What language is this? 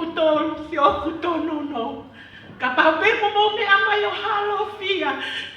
Tongan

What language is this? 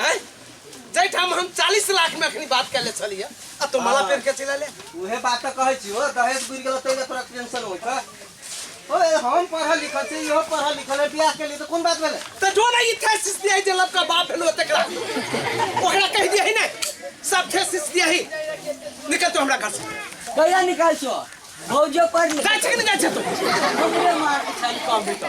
Maithili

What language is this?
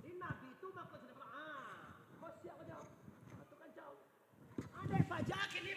Minangkabau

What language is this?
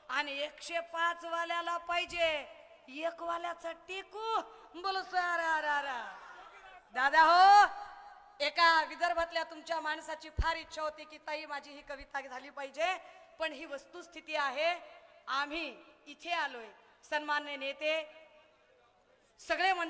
Marathi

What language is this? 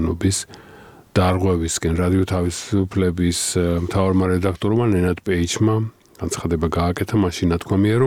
Georgian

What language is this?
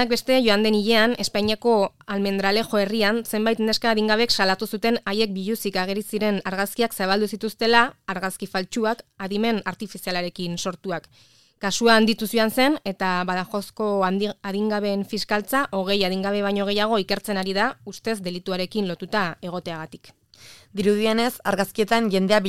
Basque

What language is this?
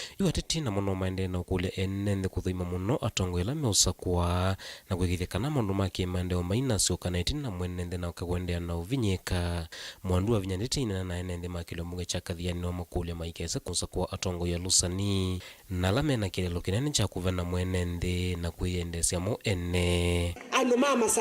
Kamba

